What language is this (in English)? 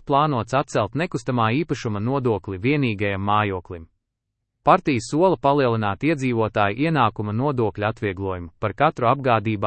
Latvian